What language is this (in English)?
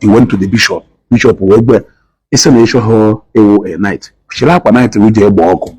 Igbo